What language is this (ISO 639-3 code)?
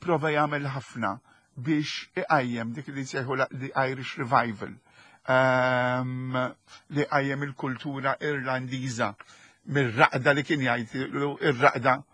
mlt